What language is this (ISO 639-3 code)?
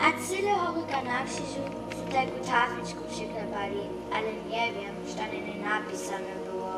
hsb